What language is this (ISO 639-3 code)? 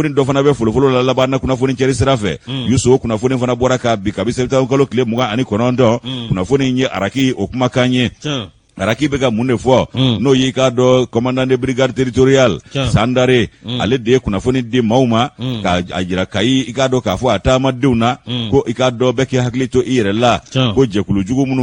bam